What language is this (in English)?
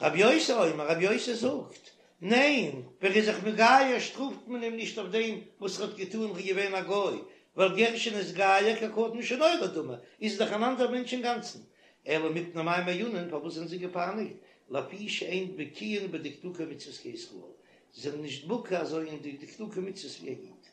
Yiddish